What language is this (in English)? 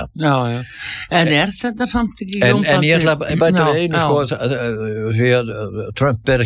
Icelandic